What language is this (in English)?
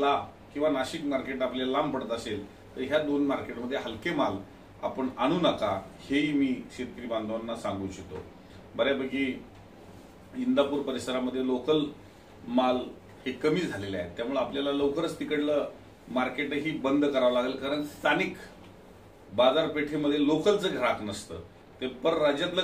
Marathi